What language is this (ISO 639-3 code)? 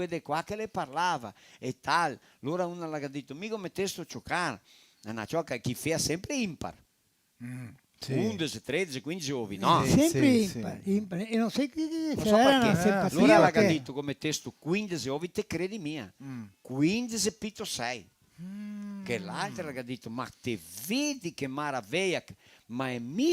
vec